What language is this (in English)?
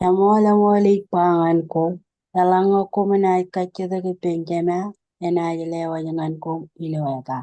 Marshallese